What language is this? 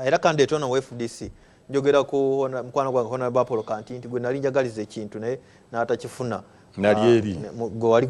Ganda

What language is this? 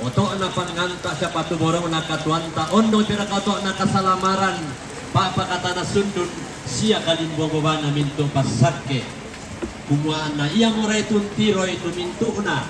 Toraja-Sa'dan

